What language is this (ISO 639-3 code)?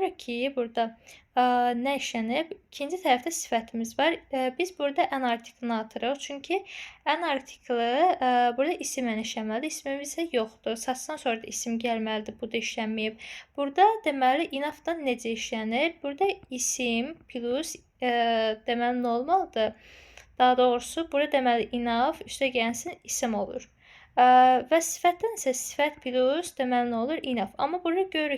aze